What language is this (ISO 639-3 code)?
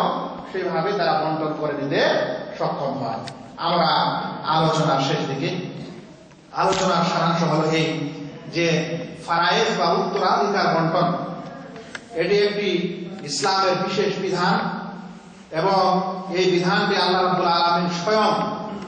ben